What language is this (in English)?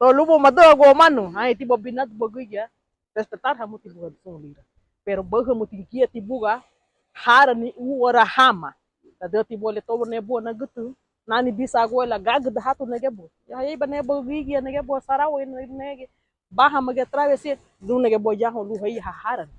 Garifuna